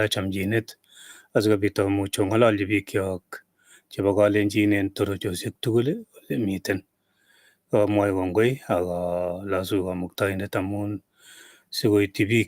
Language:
Kalenjin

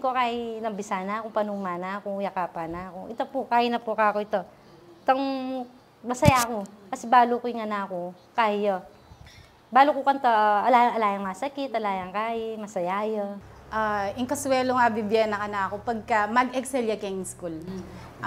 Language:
Pampanga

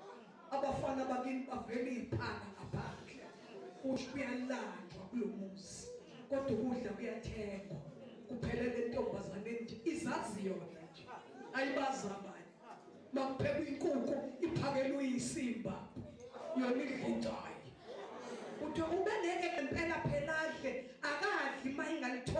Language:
Zulu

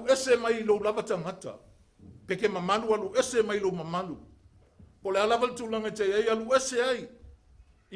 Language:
Samoan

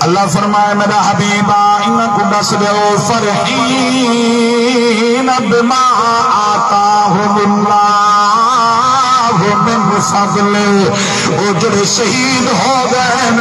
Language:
Saraiki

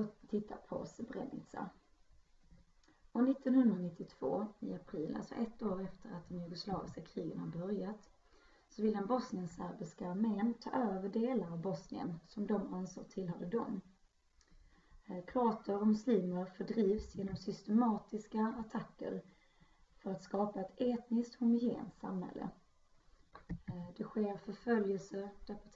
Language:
Swedish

